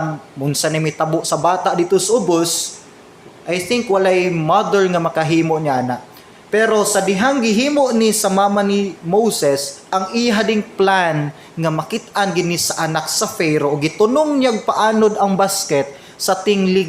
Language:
Cebuano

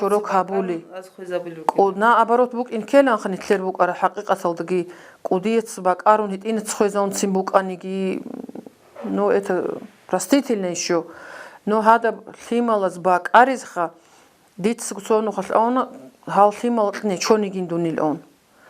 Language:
Avaric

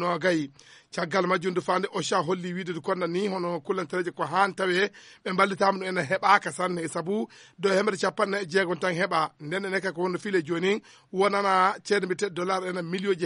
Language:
Fula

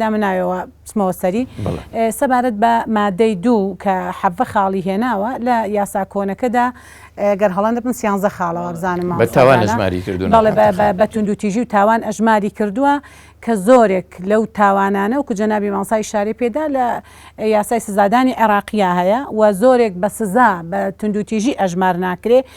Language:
Central Kurdish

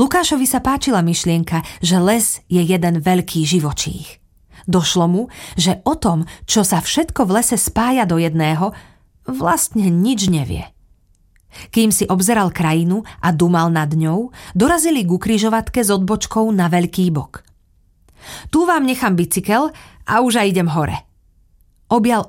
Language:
Slovak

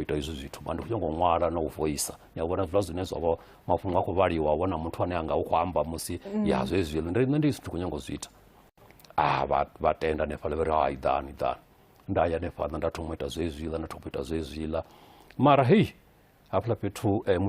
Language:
Venda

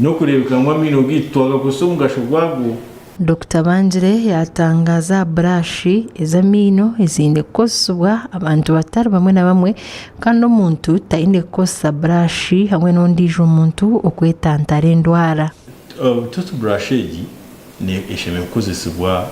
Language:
Nyankole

